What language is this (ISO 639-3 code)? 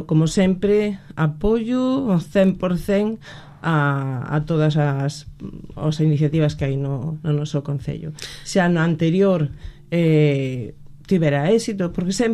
glg